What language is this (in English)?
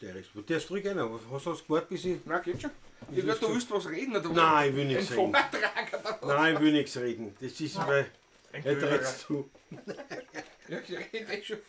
Bavarian